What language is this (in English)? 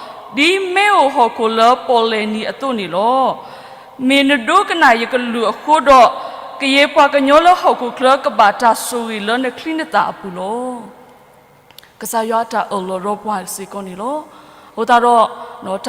S'gaw Karen